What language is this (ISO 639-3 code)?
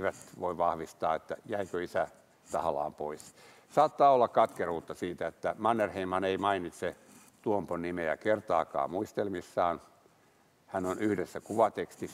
fin